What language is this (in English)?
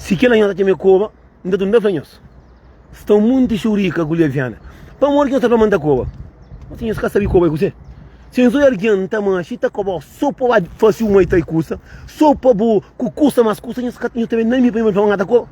Kabuverdianu